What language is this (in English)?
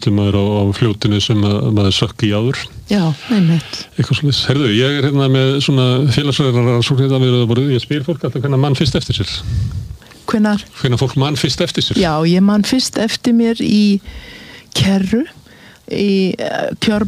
Icelandic